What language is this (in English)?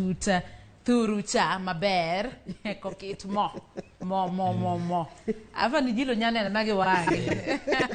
Luo (Kenya and Tanzania)